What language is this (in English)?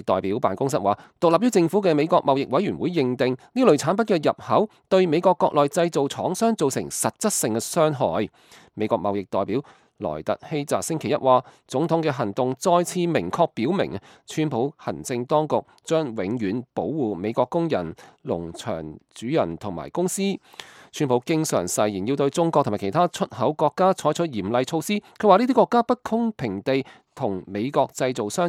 Cantonese